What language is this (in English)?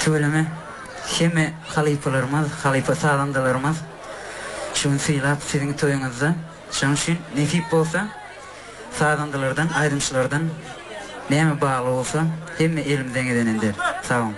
Turkmen